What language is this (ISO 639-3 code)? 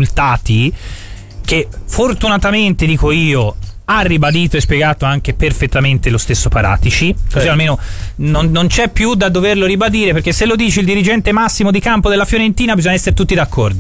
ita